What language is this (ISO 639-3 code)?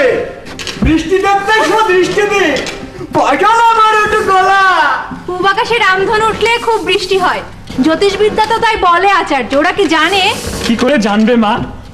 ben